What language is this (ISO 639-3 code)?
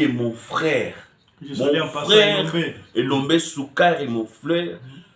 lin